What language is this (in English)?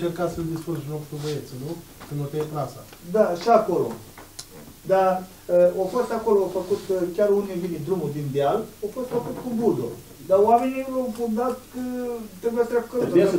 Romanian